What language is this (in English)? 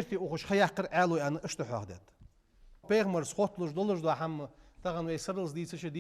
Ingush